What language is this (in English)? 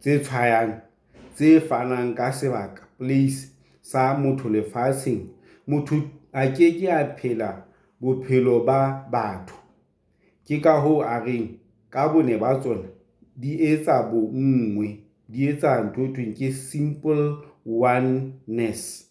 Southern Sotho